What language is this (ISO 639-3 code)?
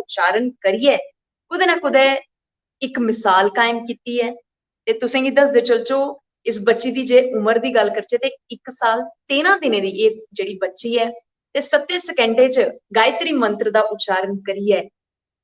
doi